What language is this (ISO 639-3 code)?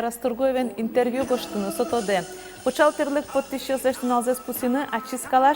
udm